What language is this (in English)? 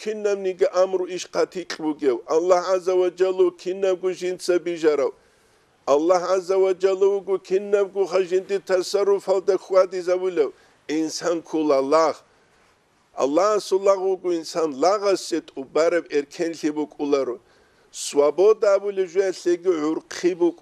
Avaric